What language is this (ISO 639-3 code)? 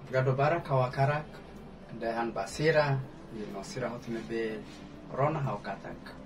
tet